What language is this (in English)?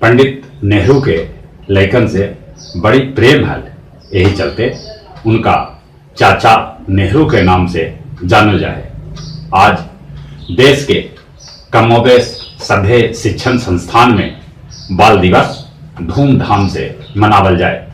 Magahi